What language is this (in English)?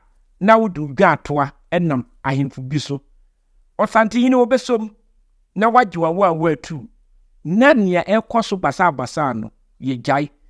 Akan